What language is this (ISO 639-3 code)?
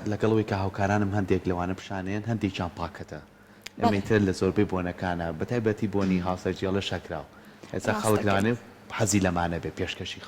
ckb